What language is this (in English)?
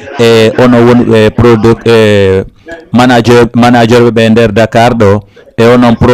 Fula